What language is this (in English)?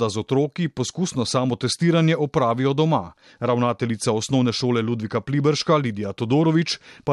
Slovenian